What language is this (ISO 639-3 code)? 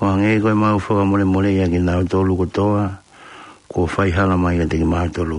ton